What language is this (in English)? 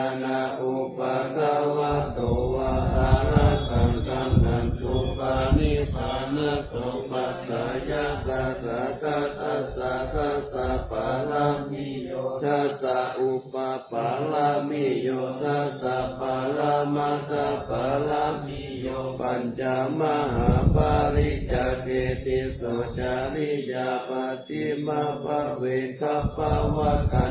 Pali